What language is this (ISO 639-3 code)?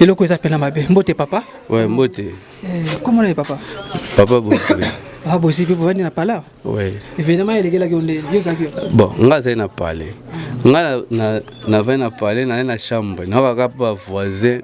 lin